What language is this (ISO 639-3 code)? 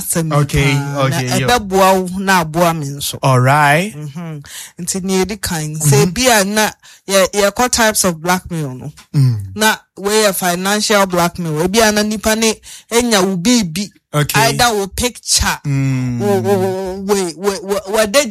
aka